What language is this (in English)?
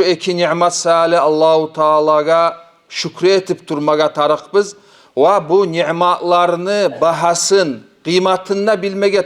Kumyk